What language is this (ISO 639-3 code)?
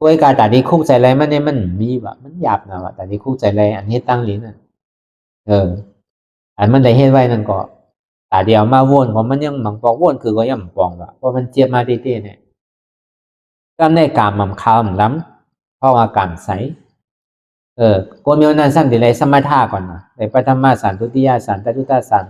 shn